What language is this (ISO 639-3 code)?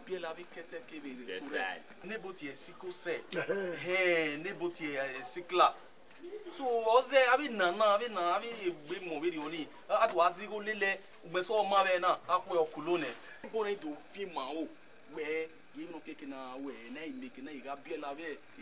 bin